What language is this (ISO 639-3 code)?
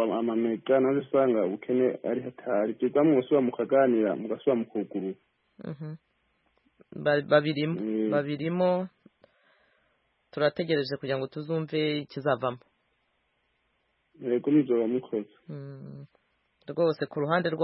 kin